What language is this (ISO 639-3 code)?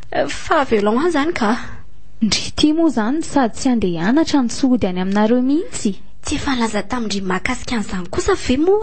mlg